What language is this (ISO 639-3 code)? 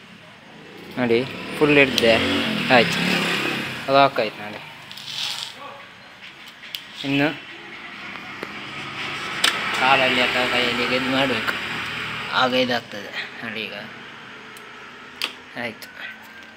kan